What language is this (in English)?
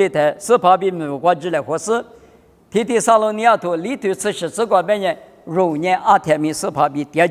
Lisu